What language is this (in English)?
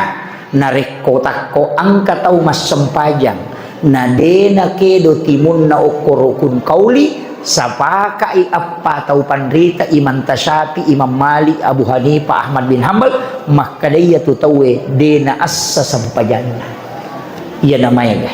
Buginese